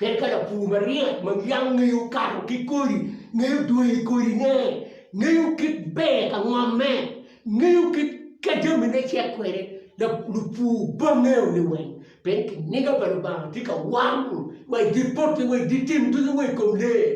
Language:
Acoli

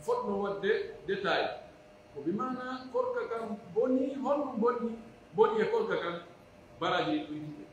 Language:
Pular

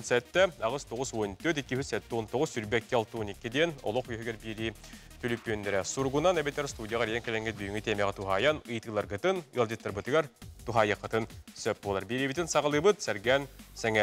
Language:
Yakut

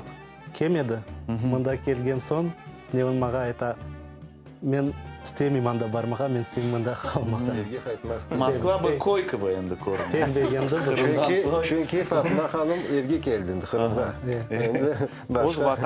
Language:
Crimean Tatar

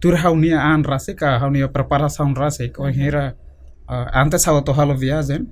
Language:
Tetum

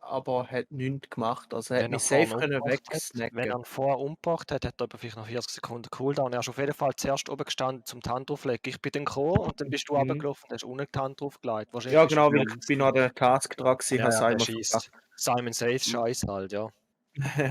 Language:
Swiss German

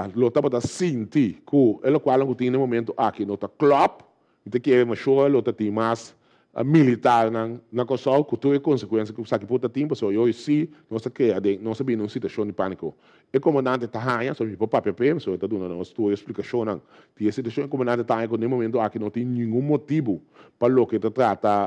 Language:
Papiamento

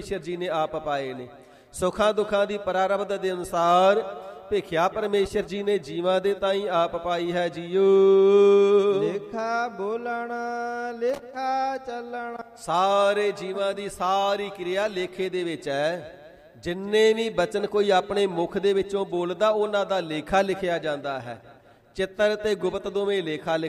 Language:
Punjabi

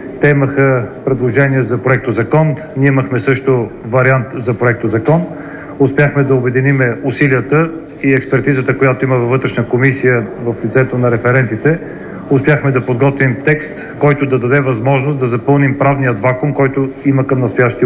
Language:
Bulgarian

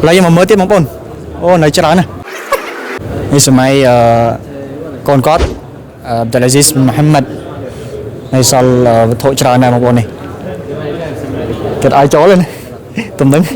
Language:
Khmer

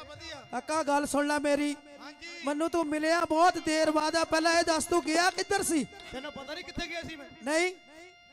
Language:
Punjabi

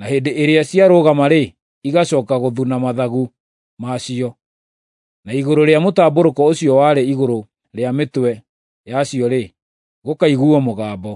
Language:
Kikuyu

